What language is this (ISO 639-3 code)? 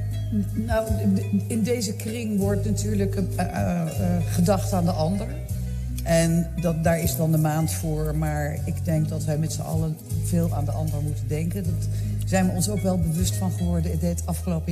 nld